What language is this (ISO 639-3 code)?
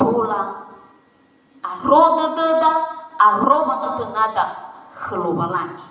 nia